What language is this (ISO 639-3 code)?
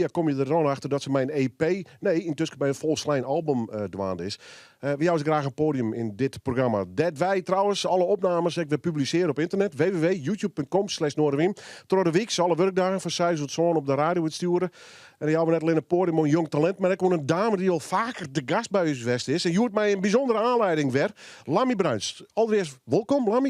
fry